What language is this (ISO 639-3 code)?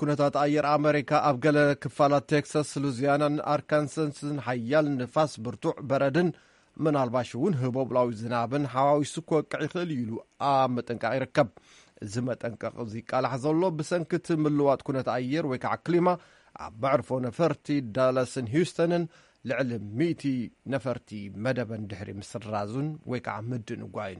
tir